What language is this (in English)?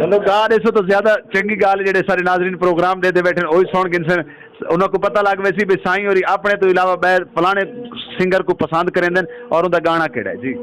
Saraiki